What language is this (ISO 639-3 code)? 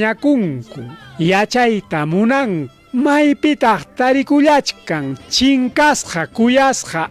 quy